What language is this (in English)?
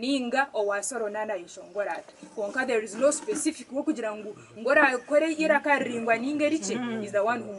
Nyankole